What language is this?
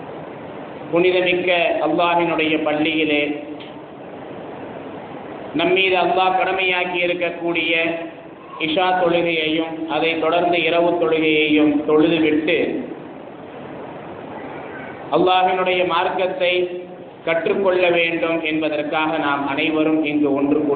Tamil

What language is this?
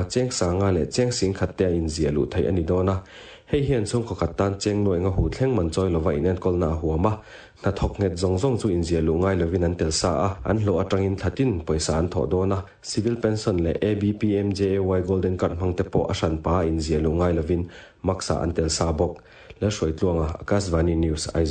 Mizo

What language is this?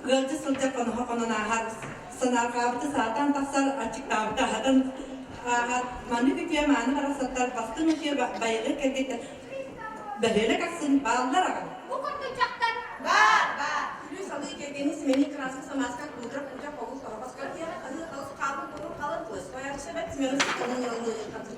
Yakut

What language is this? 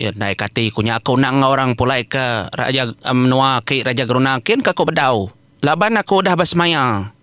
Iban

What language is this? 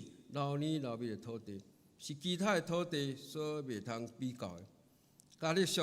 Min Nan Chinese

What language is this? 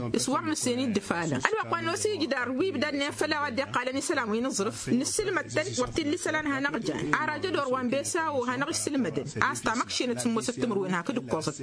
Tamasheq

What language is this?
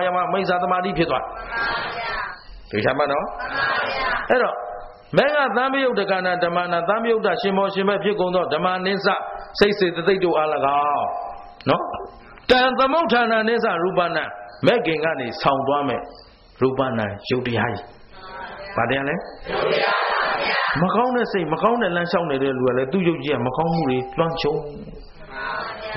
Burmese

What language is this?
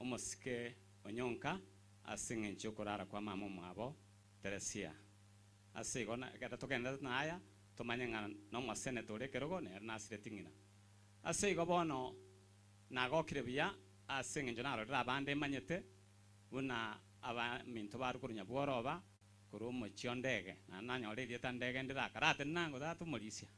Gusii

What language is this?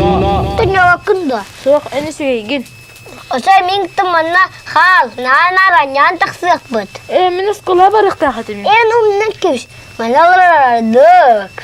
Yakut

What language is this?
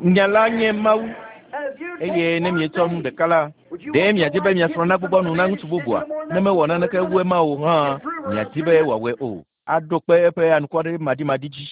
Ewe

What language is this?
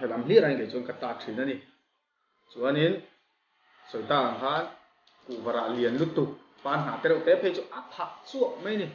Mizo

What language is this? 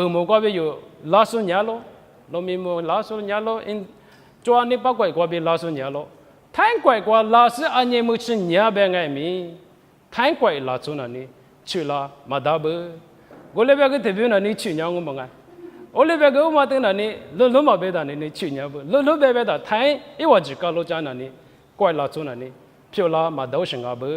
Lisu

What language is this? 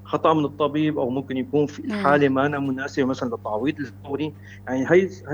North Levantine Arabic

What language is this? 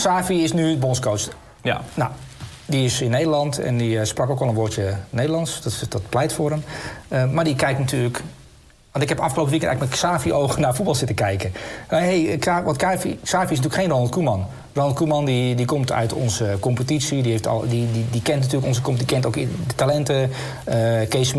Dutch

